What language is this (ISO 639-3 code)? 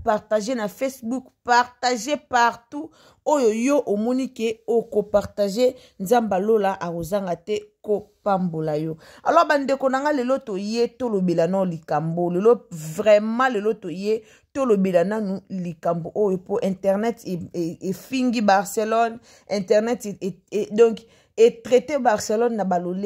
lin